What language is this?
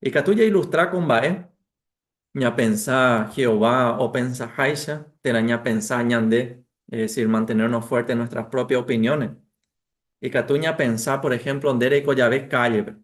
Guarani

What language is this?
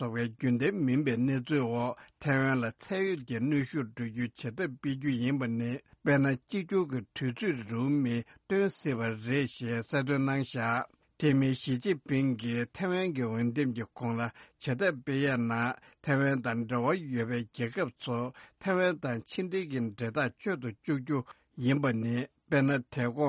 Tibetan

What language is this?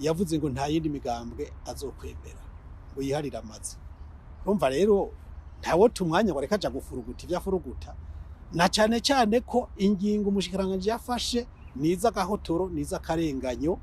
Rundi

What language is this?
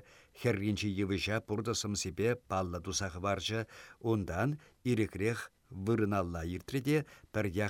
Chuvash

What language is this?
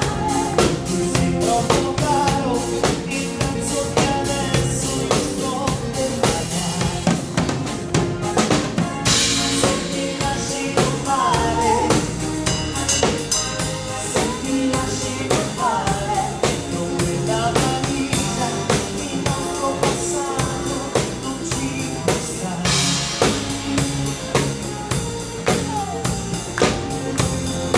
Italian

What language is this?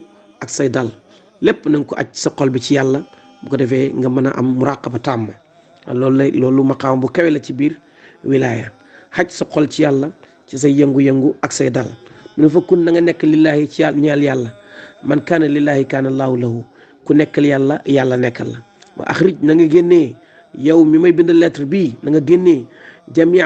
Wolof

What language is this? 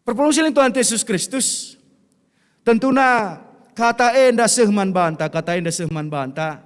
Batak Karo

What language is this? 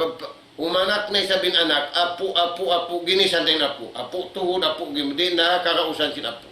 Tausug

